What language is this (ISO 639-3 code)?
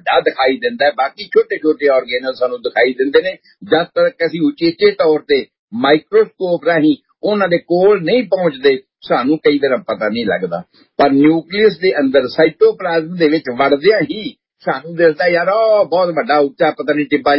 pan